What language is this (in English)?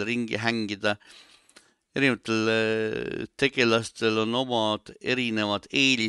Estonian